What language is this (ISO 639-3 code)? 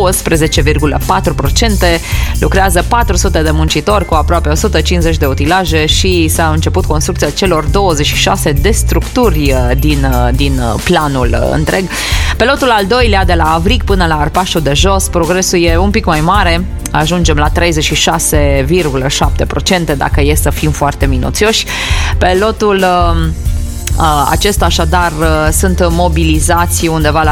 ron